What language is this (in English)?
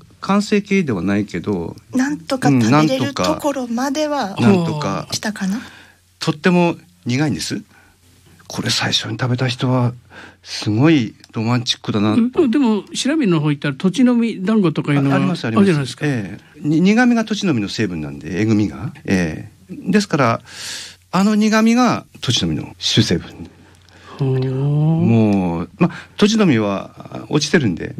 Japanese